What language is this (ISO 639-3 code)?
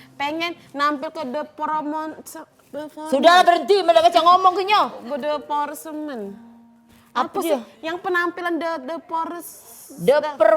mui